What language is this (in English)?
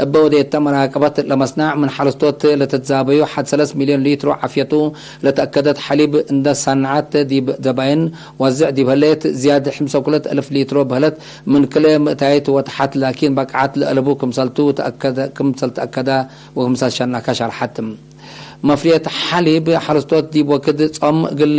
Tigre